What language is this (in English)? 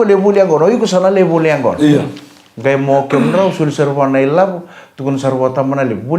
Fijian